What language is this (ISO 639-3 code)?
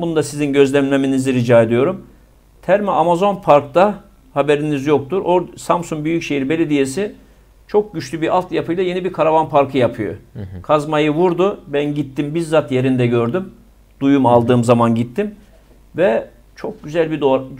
tur